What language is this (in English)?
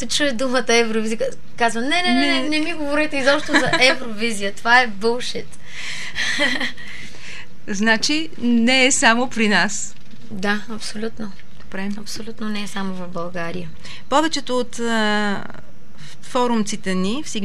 Bulgarian